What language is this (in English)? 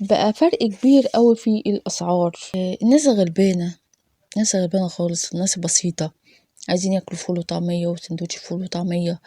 Egyptian Arabic